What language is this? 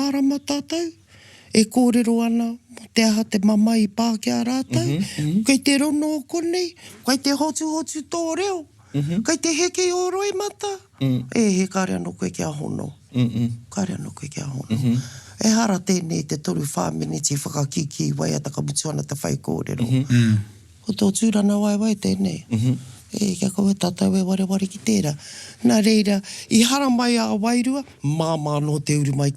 Māori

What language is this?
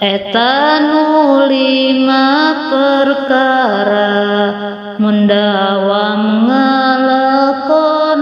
Sundanese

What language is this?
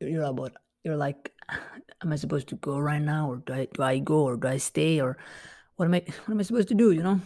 English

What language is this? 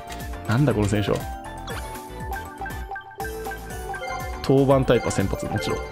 Japanese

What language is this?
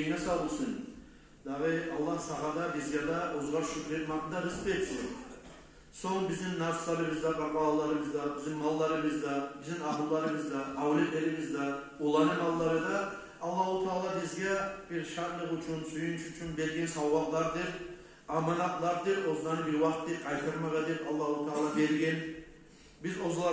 Kumyk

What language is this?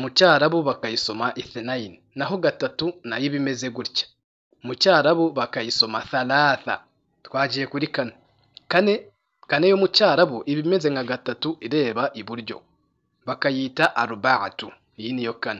Kinyarwanda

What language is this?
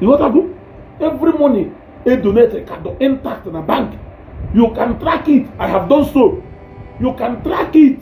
Igbo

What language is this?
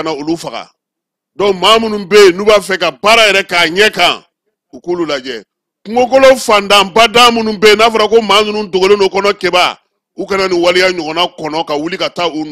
Bambara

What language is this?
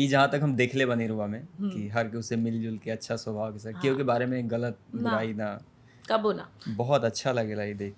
Bhojpuri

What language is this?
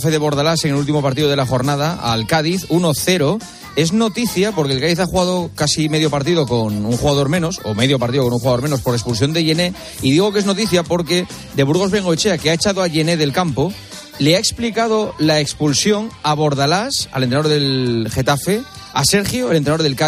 Spanish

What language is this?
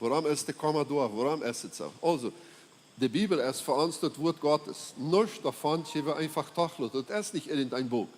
Plautdietsch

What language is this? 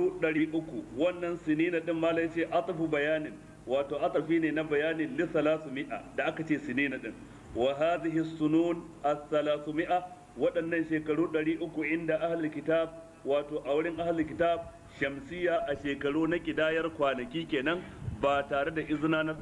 Hausa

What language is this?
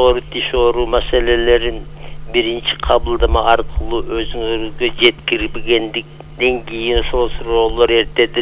Kyrgyz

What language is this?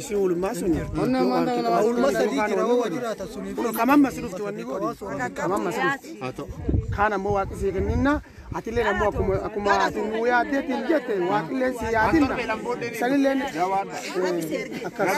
Oromo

